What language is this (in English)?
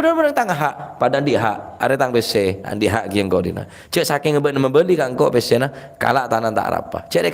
Madurese